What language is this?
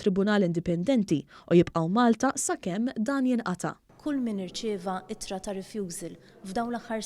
Maltese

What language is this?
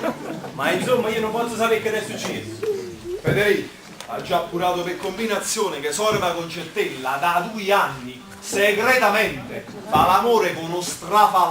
Neapolitan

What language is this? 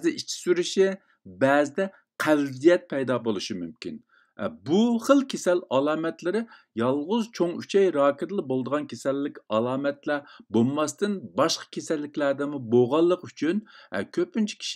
Uyghur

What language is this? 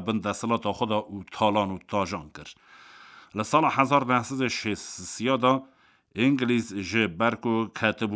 Kurdish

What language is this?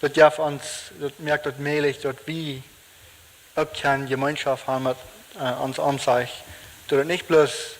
Plautdietsch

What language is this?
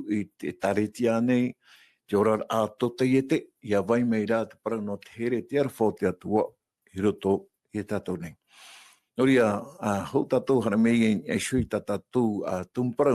Tahitian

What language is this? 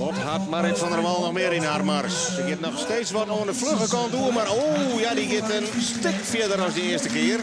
Western Frisian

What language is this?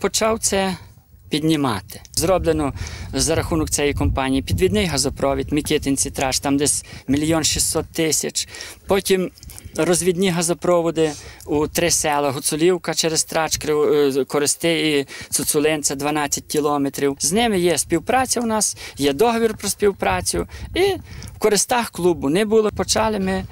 Ukrainian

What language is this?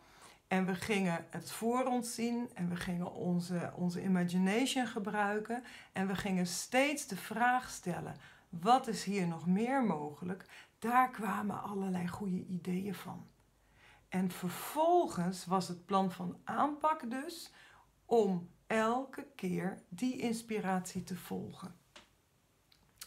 Dutch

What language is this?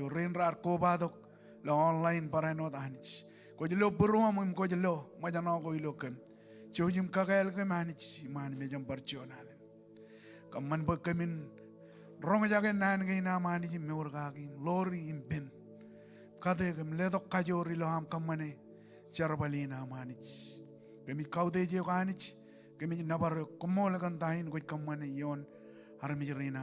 Marshallese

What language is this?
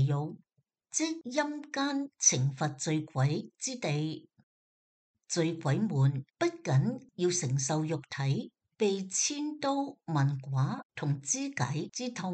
Cantonese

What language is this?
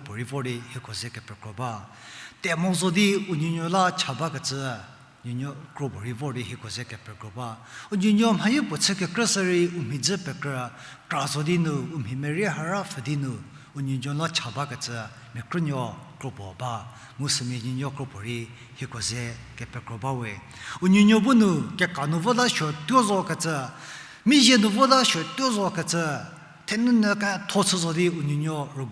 Angami Naga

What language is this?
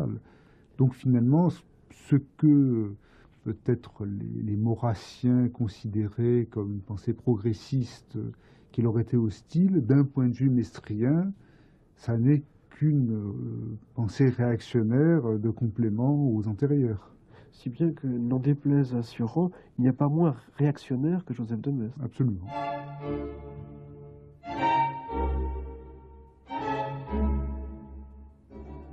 French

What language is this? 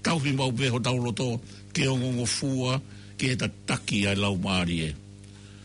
Tongan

